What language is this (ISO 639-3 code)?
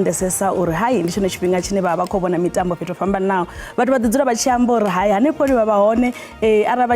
ven